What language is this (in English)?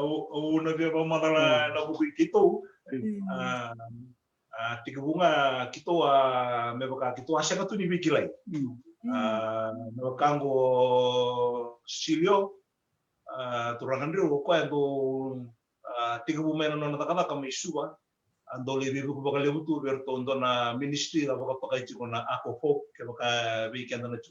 Fijian